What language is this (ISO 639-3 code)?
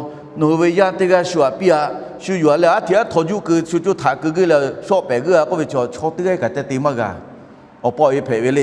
lhu